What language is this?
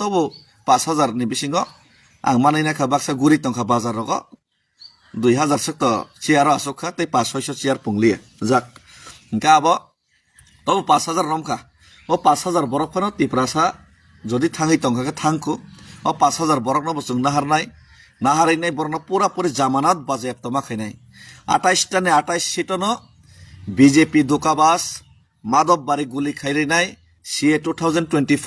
Kok Borok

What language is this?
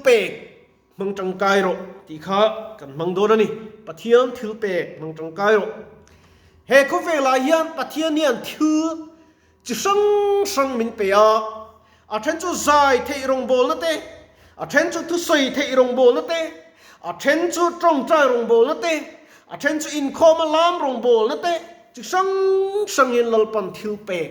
Mizo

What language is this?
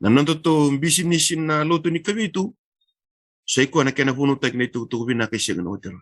Fijian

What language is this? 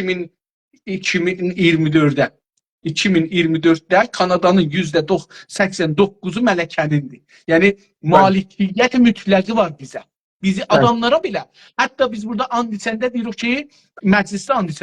South Azerbaijani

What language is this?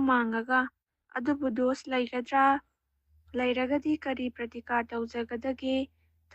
Manipuri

